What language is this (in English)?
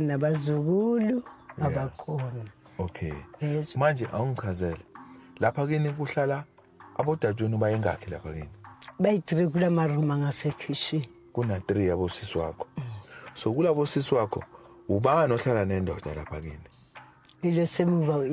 Zulu